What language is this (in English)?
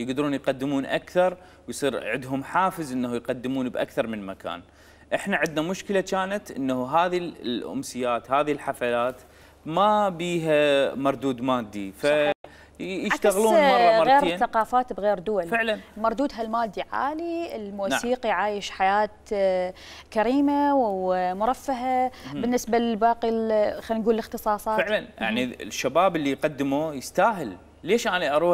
Mesopotamian Arabic